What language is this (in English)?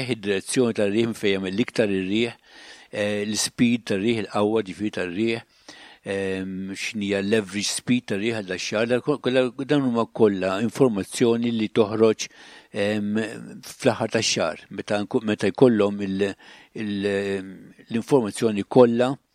Maltese